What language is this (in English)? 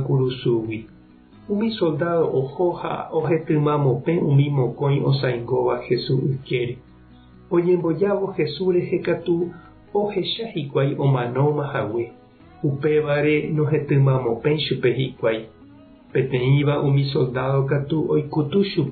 Guarani